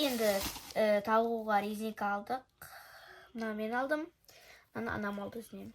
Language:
Kazakh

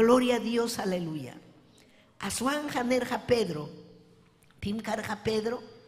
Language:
Ayacucho Quechua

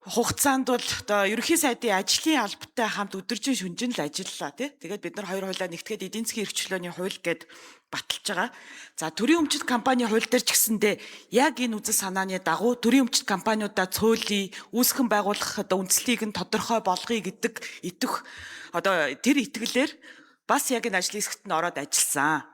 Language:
Mongolian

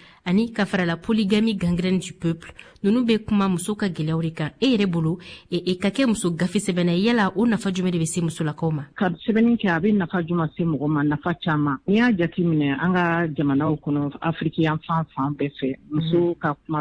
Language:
Bambara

